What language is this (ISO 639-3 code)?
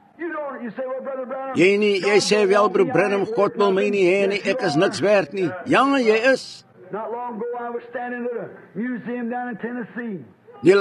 afr